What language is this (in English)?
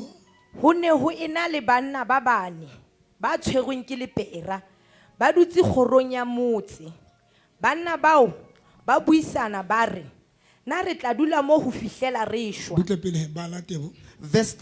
Southern Sotho